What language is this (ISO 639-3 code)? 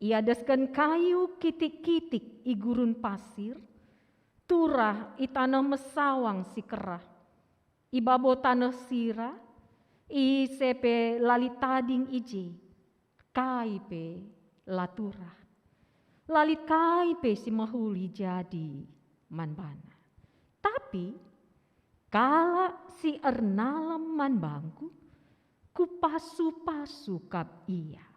btx